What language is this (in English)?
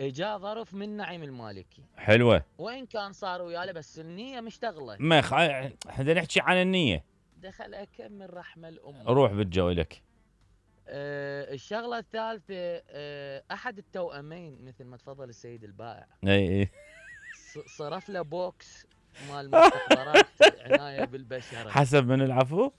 Mesopotamian Arabic